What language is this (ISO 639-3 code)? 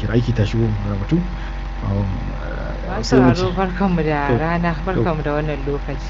hau